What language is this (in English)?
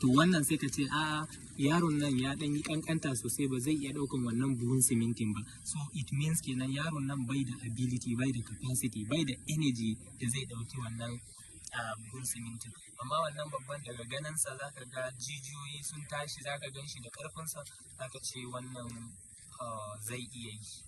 Hausa